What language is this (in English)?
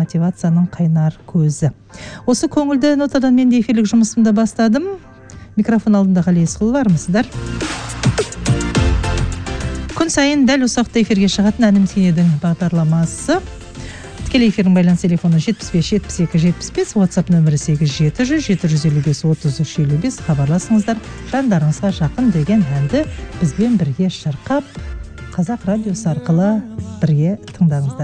Kazakh